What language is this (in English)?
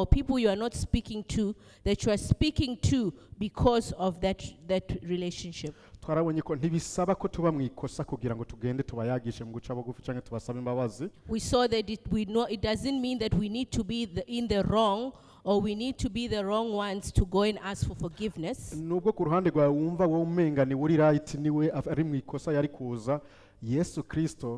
Rundi